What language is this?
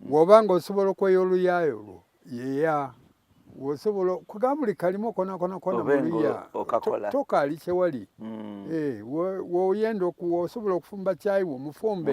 Soga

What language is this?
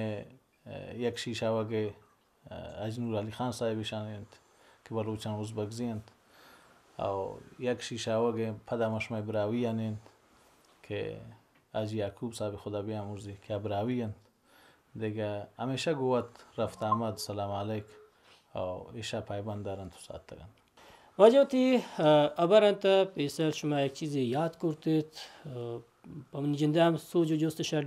Baluchi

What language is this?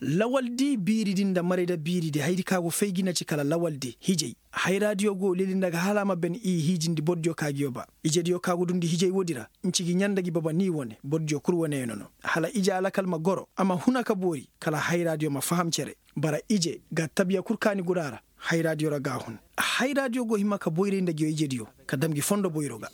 Koyraboro Senni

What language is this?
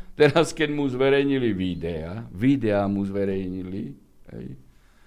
Slovak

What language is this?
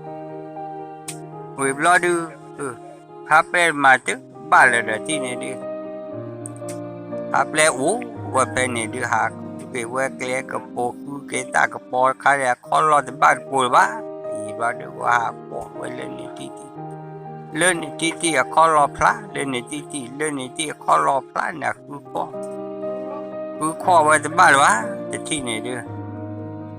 S'gaw Karen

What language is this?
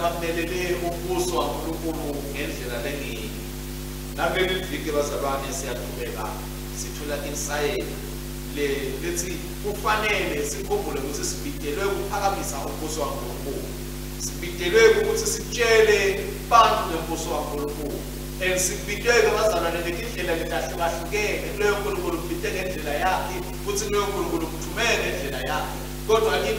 Swati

